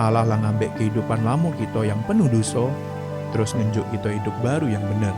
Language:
Musi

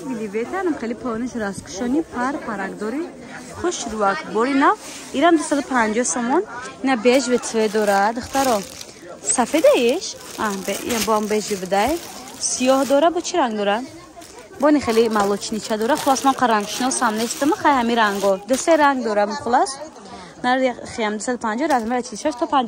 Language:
Tajik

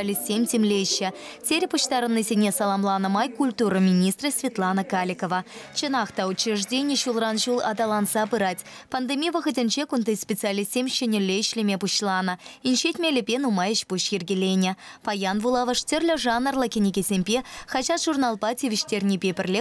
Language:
Chuvash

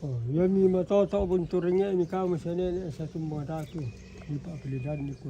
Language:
Toraja-Sa'dan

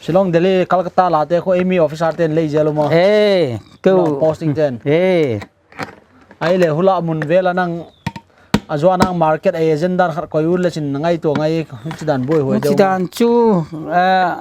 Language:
Paite Chin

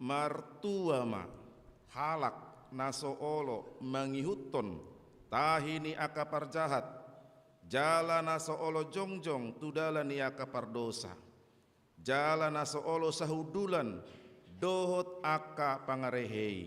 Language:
Batak Toba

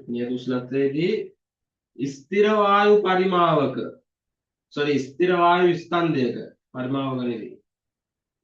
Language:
Sinhala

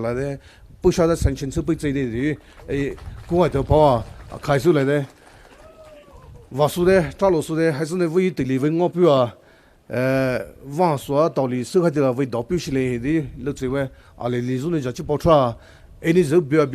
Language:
Poumei Naga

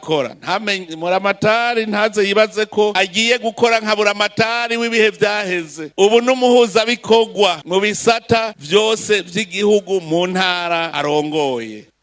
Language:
Rundi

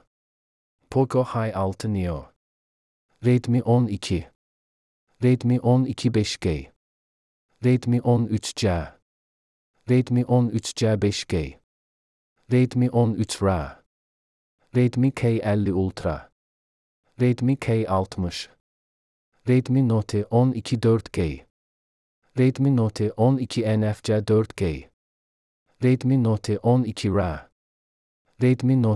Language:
Azerbaijani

